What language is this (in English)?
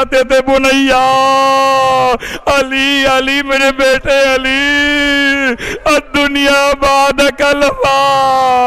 Urdu